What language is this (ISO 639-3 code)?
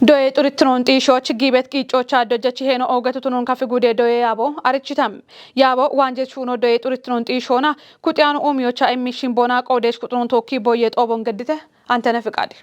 kbr